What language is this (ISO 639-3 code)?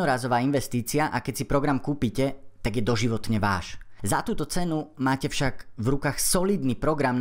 slk